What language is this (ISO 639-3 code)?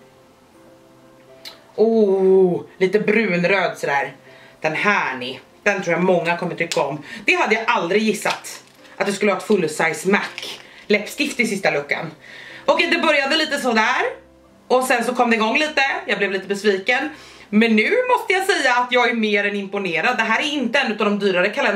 swe